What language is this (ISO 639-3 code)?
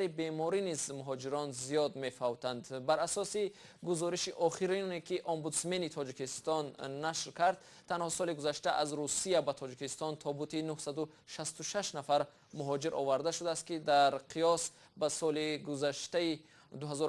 tgk